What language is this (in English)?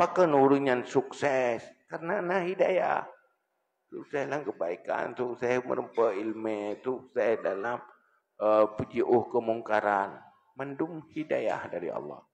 Achinese